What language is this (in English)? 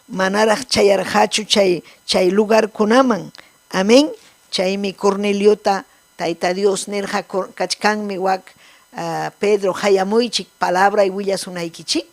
Ayacucho Quechua